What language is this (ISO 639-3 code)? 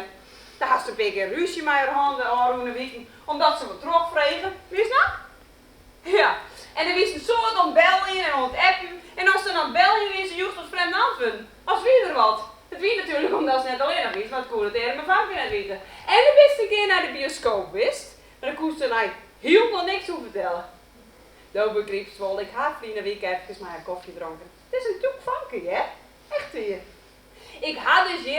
fry